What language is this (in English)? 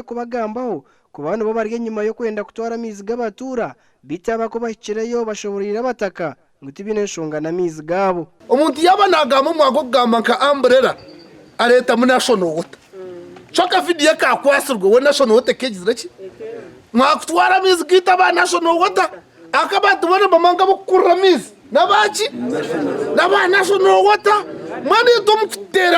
Nyankole